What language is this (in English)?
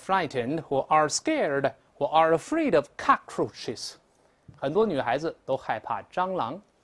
Chinese